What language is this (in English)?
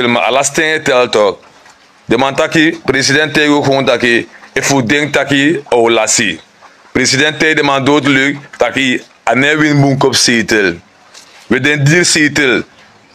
Sranan Tongo